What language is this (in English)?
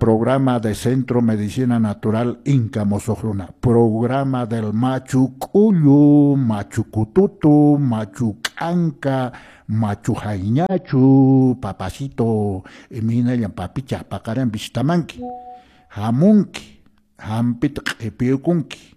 Quechua